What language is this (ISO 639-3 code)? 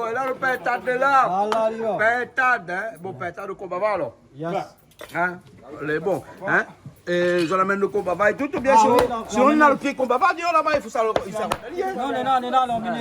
rcf